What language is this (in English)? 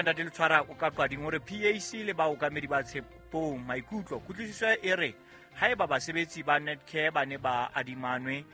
Southern Sotho